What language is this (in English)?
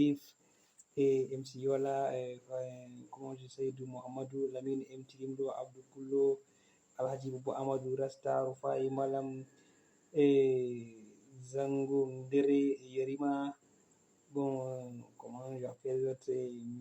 Fula